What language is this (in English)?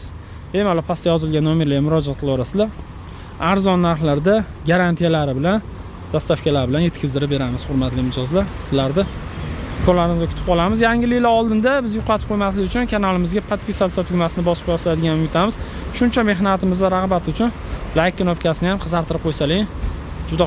Uzbek